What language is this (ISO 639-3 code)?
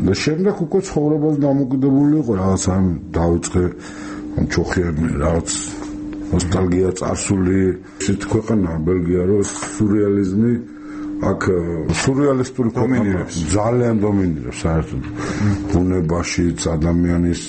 kat